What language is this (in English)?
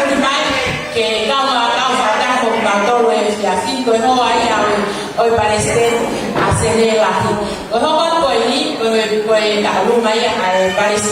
Tongan